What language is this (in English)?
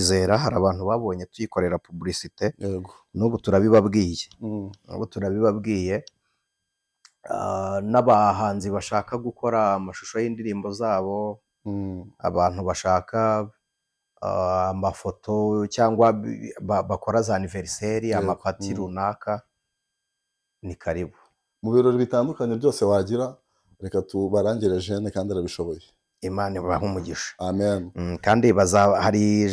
Kinyarwanda